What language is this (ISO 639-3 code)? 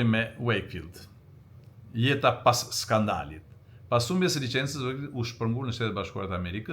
sqi